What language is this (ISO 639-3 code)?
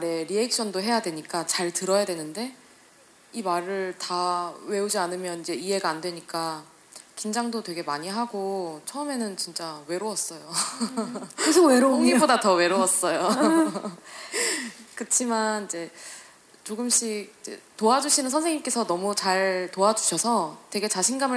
kor